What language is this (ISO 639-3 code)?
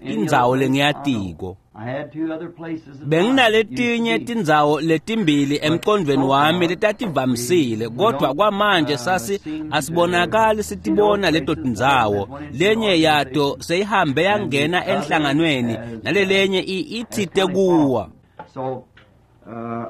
ssw